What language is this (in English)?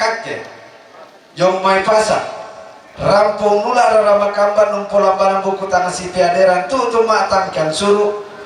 Toraja-Sa'dan